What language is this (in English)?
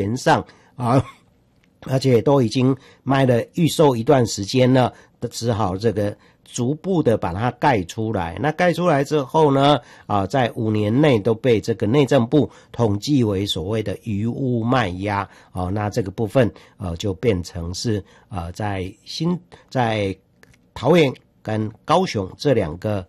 Chinese